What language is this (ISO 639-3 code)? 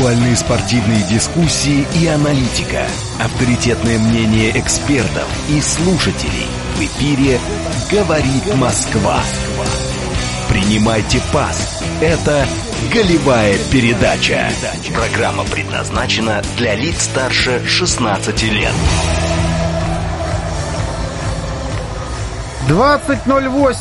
rus